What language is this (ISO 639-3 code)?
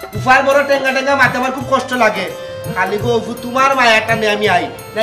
syl